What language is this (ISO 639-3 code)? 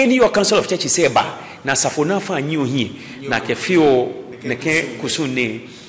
gaa